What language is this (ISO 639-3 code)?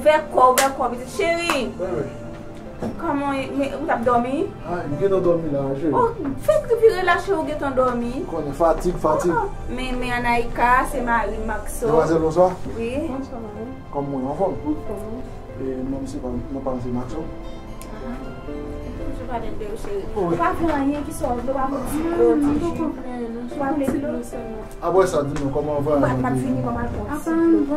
hat